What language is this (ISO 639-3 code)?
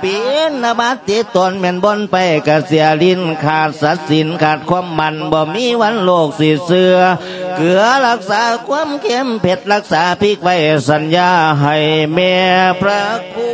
lao